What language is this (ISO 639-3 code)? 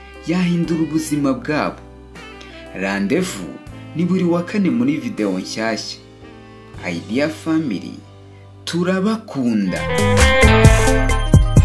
kin